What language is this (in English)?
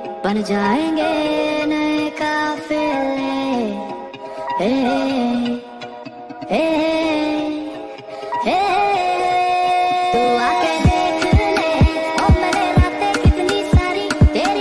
Hindi